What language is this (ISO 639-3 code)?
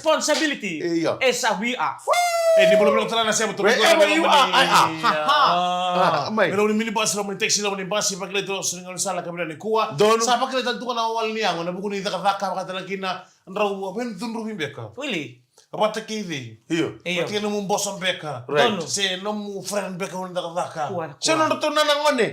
fij